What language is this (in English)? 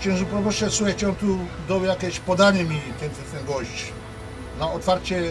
Silesian